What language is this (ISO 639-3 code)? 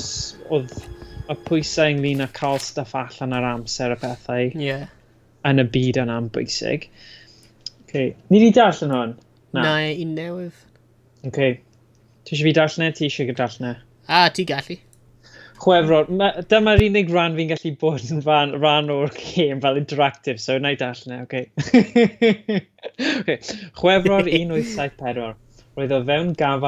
cym